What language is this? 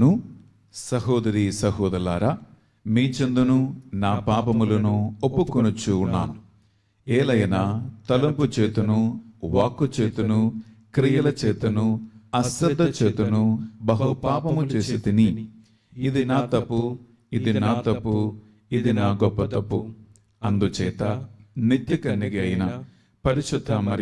Telugu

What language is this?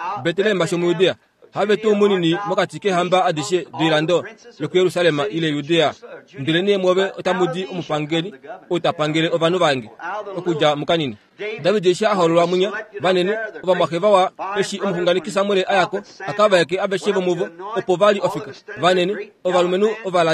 Kuanyama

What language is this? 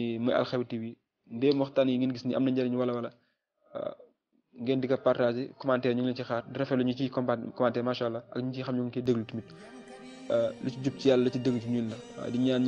Wolof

